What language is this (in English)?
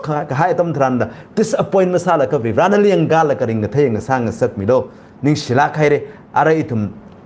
Tangkhul Naga (India)